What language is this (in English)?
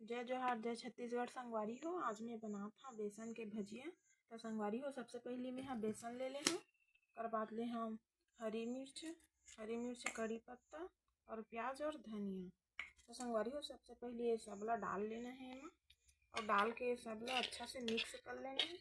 Chhattisgarhi